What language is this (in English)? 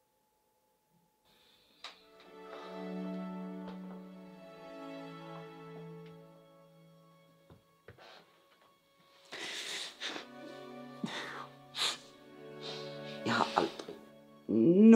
Danish